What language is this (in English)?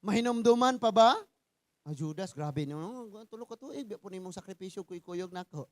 Cebuano